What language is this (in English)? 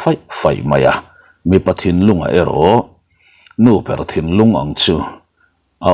Mizo